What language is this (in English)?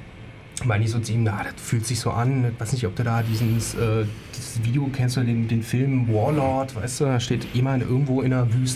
German